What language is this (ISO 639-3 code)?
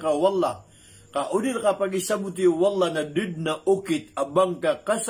mrw